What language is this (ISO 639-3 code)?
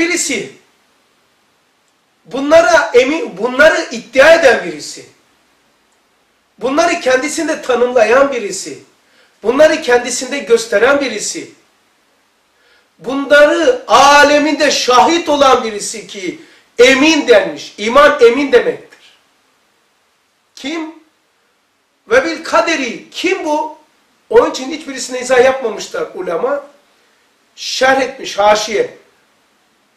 tur